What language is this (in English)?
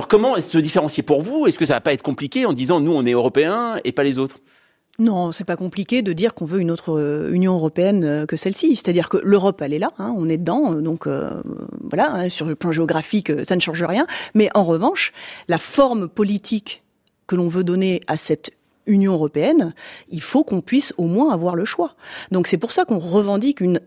French